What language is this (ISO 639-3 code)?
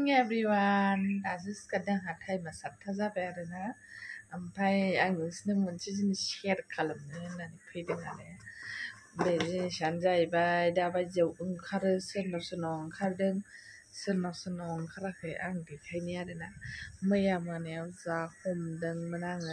brx